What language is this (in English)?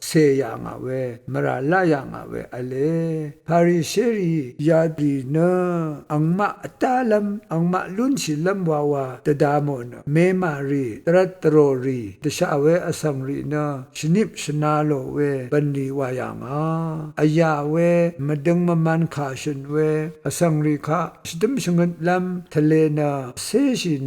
Rawang